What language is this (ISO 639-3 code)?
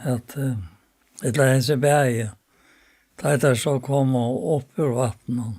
fao